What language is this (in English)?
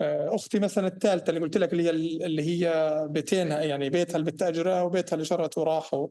North Levantine Arabic